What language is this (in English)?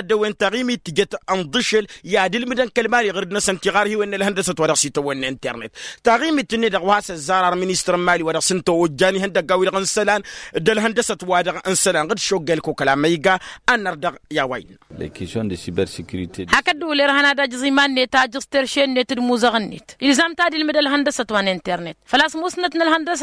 Tamasheq